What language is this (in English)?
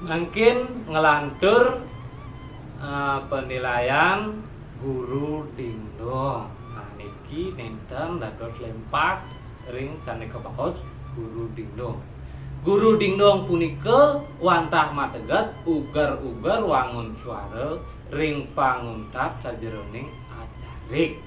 Balinese